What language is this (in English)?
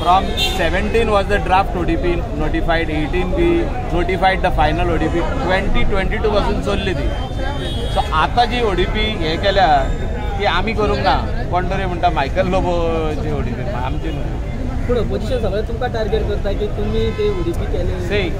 Konkani